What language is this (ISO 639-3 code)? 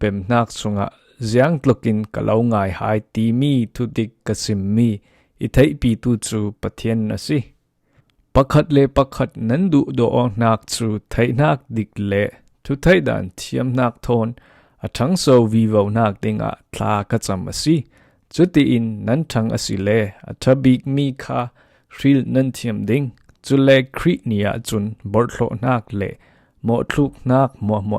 cfm